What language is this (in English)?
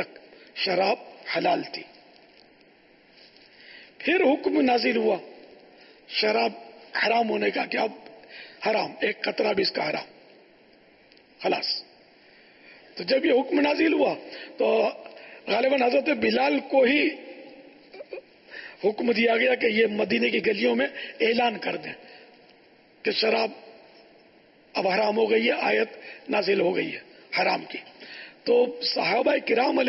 Urdu